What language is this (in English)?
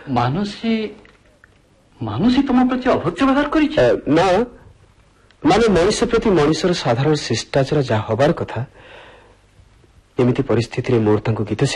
Odia